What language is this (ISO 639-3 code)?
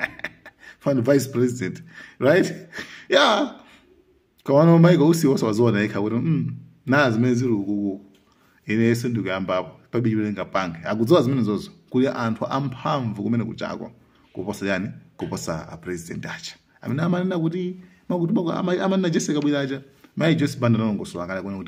nya